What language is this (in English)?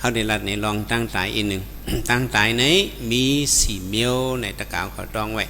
Shan